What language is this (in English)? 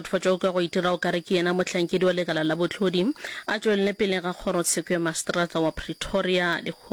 Northern Sotho